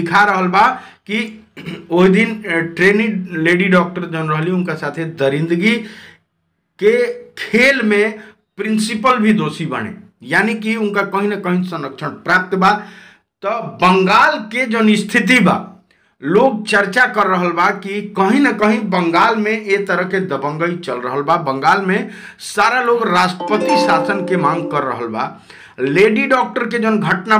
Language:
Bhojpuri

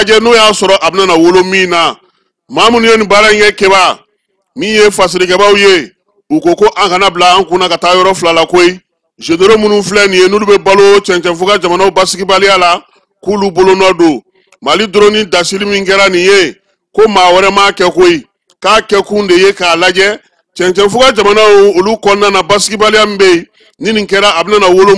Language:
Bambara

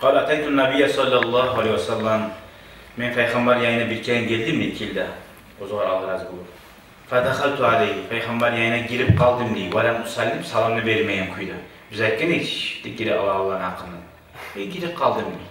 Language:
Kumyk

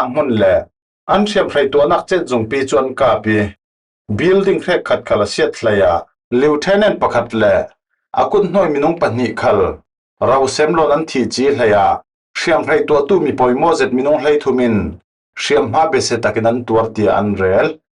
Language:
Falam Chin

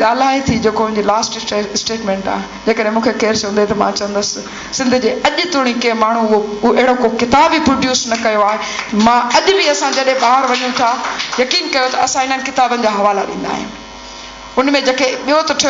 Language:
Sindhi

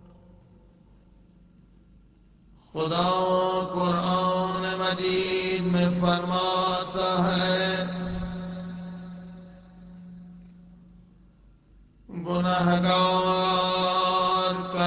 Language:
Urdu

